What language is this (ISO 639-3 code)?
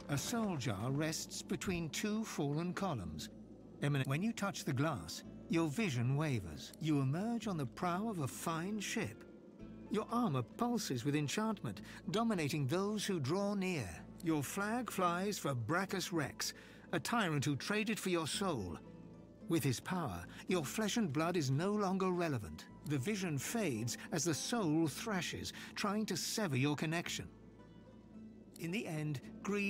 eng